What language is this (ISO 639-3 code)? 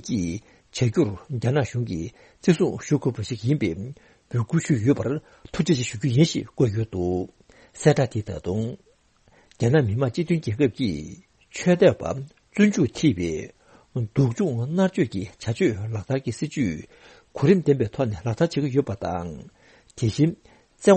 bod